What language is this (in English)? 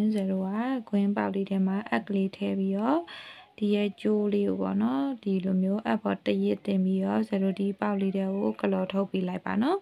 Burmese